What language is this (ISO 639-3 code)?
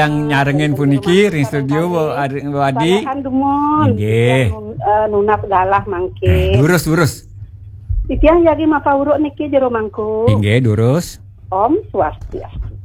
ban